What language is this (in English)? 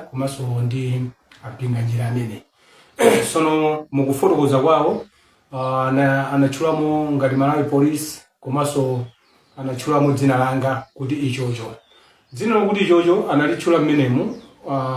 Nyanja